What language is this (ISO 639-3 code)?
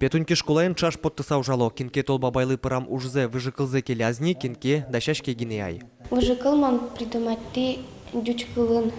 udm